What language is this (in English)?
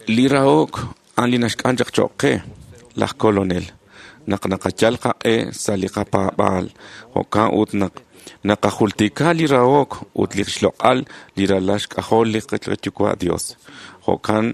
Kekchí